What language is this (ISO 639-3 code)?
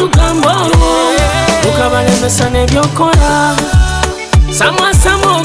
nyo